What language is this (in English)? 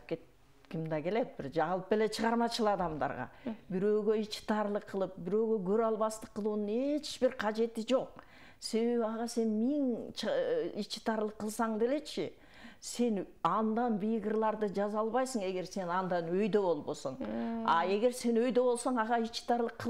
Kyrgyz